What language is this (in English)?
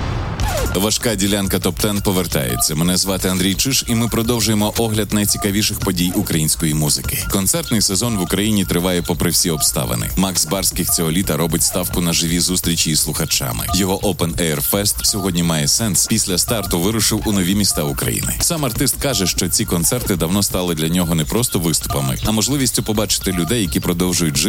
Ukrainian